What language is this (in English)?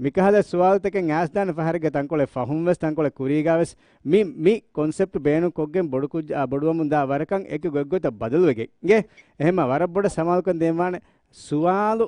Divehi